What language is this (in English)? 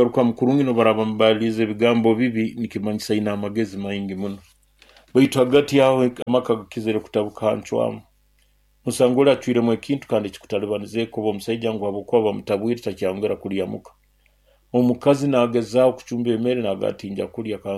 Nyoro